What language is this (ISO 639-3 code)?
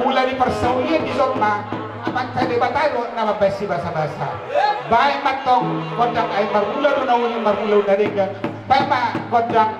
bbc